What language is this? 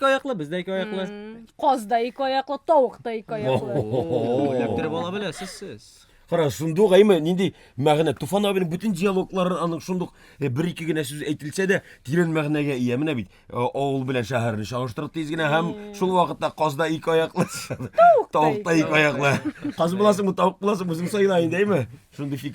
Tatar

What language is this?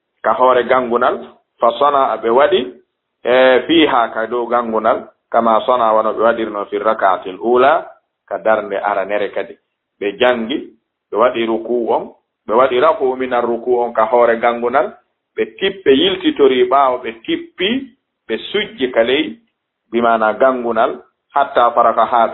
Fula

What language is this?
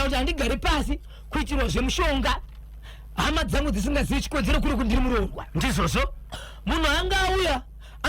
Shona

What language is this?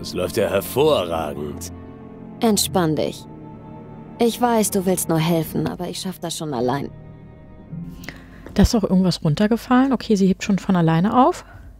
German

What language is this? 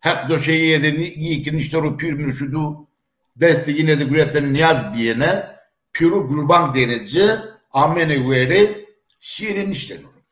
Zaza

